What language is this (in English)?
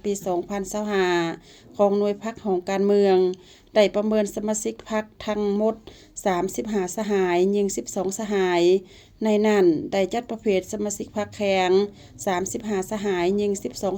Lao